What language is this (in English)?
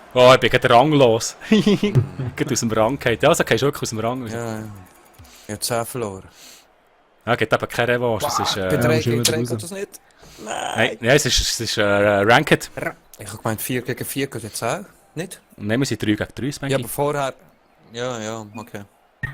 Swiss German